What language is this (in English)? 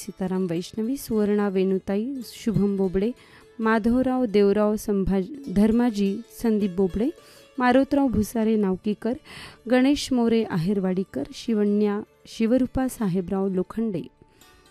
Marathi